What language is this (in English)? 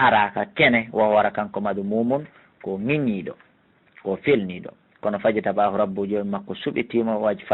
Fula